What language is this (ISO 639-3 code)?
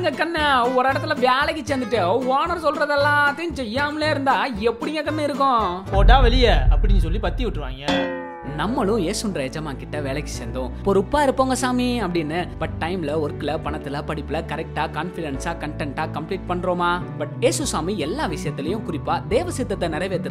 tam